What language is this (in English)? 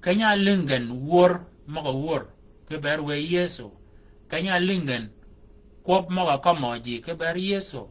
Shilluk